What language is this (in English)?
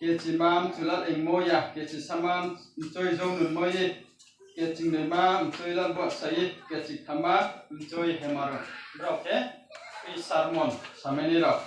Riang (India)